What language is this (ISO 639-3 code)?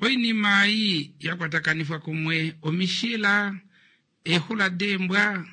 kua